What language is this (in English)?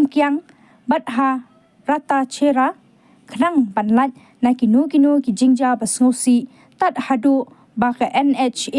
Khasi